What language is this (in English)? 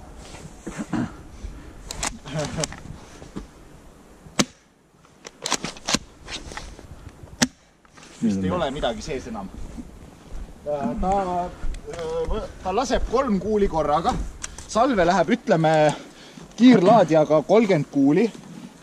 Estonian